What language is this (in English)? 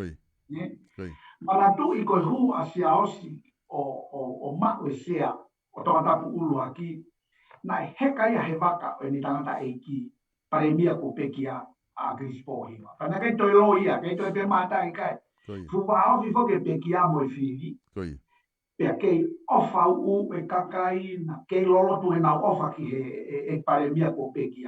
Tongan